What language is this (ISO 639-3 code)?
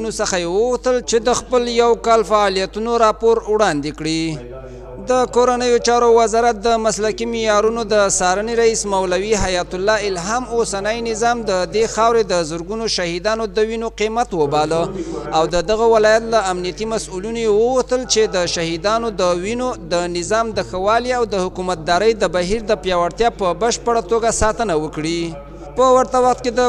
pus